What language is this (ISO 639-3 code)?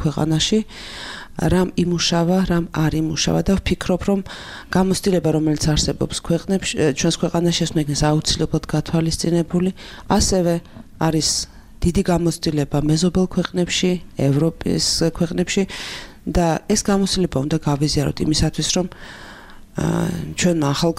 kat